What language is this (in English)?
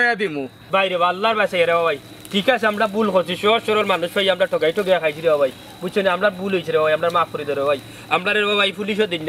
Sylheti